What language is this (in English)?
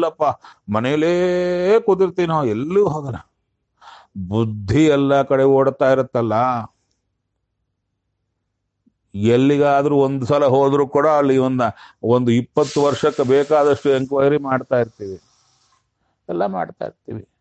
Kannada